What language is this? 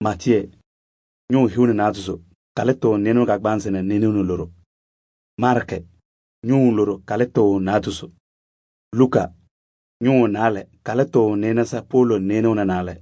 Kabiyè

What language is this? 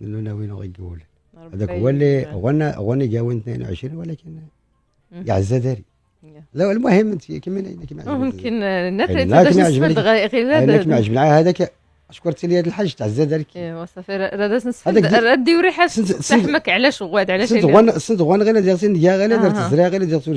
Moroccan Arabic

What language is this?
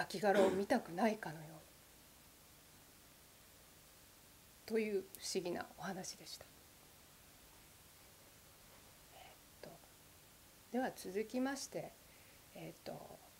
Japanese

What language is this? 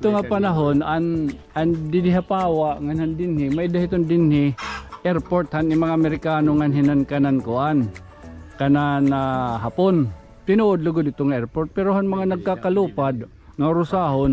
Waray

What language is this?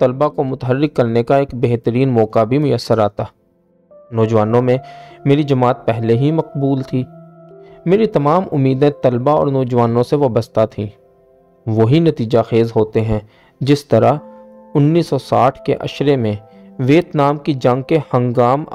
Urdu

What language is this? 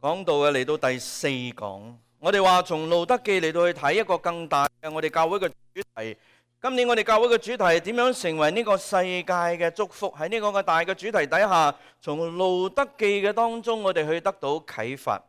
Cantonese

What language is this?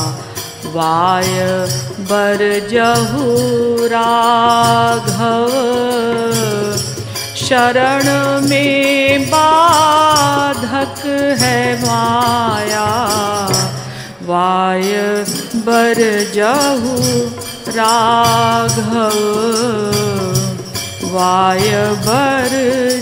Hindi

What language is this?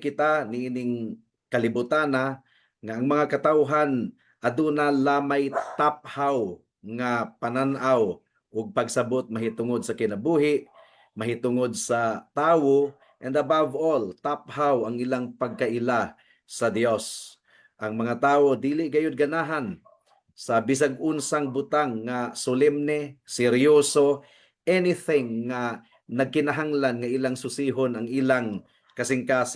Cebuano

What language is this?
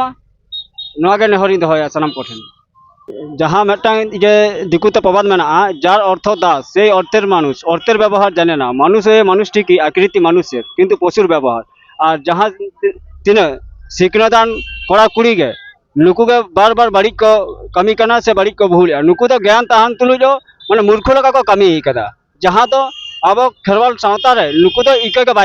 Santali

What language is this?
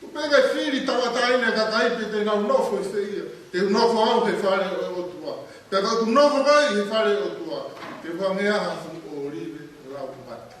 Tongan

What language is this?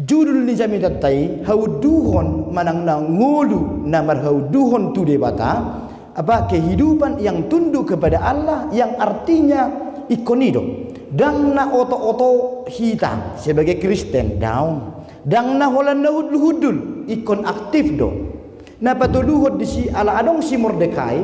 Batak Toba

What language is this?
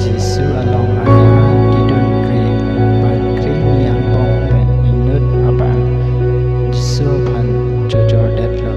Karbi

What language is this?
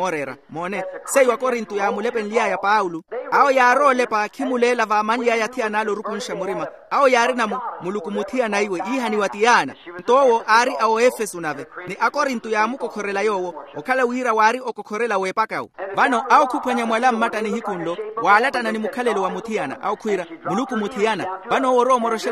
Makhuwa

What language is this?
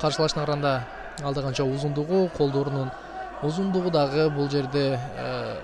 Kyrgyz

